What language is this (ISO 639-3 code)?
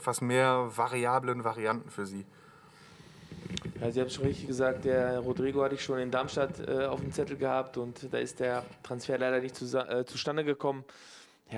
deu